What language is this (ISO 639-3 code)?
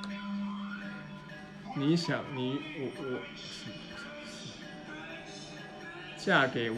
zho